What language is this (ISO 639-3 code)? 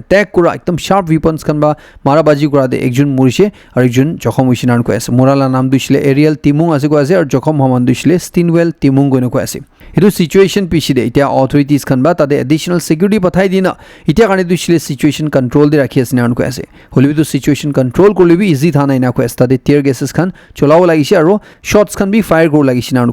nag